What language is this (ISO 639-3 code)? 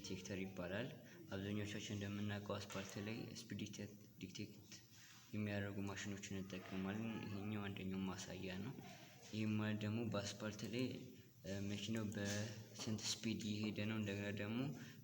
amh